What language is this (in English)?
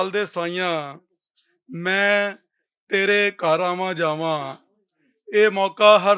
Western Panjabi